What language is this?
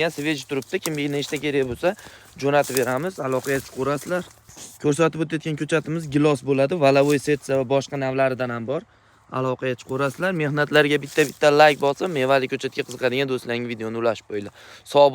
Uzbek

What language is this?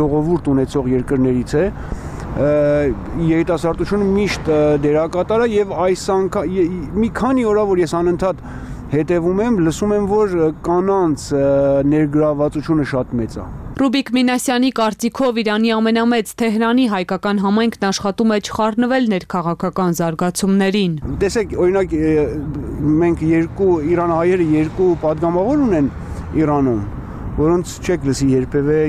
Armenian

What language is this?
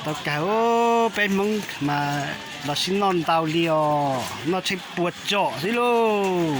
Hmong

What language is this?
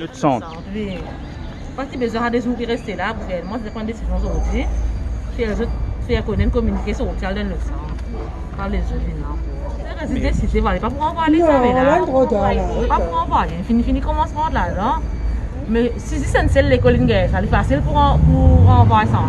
Morisyen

